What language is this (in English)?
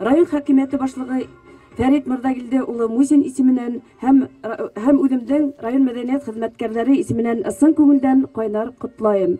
Bashkir